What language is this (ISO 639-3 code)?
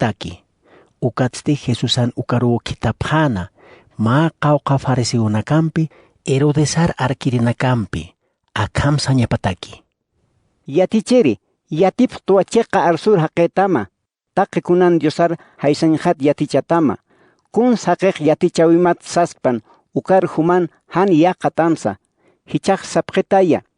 aym